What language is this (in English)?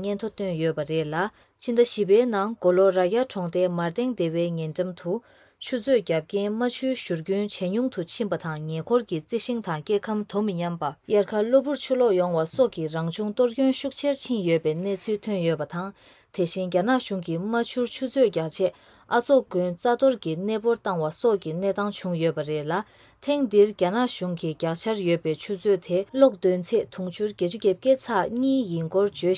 Tibetan